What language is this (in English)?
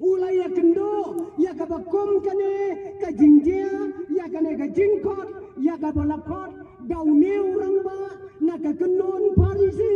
Khasi